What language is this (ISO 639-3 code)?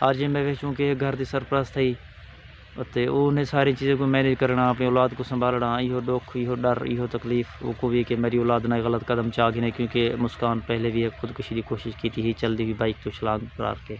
skr